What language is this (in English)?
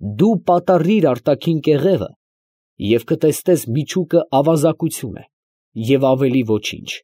Armenian